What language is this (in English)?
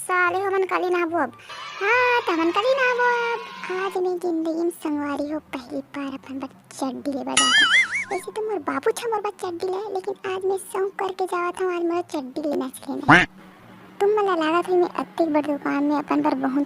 Chhattisgarhi